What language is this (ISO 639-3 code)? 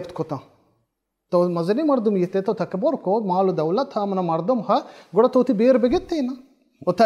bal